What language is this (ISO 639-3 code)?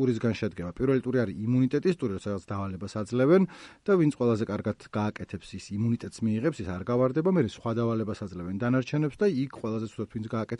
kat